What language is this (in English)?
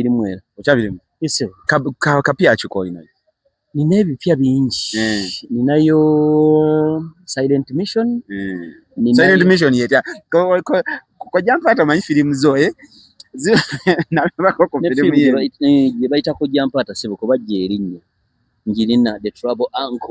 Ganda